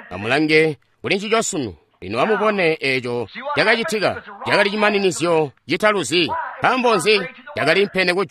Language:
Tonga (Zambia)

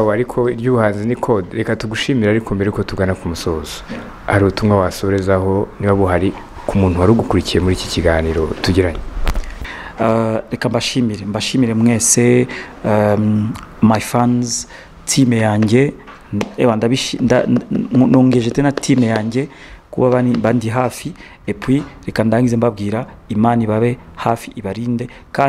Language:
Kinyarwanda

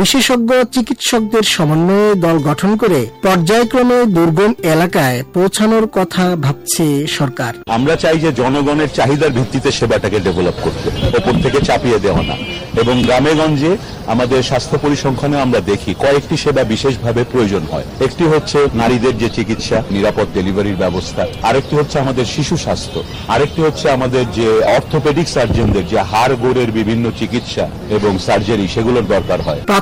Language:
Bangla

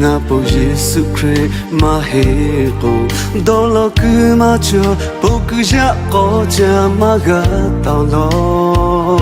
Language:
Lahu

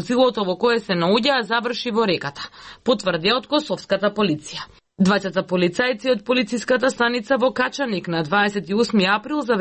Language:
Macedonian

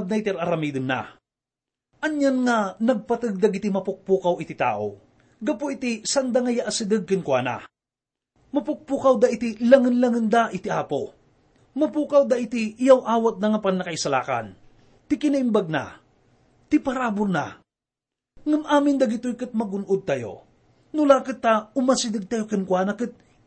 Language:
Iloko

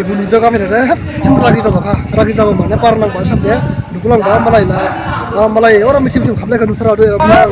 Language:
Dimasa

